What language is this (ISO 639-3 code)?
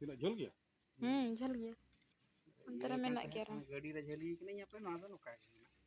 sat